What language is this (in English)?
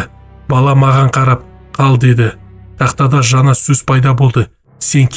Kazakh